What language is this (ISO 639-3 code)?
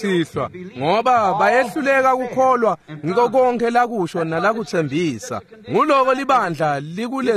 ssw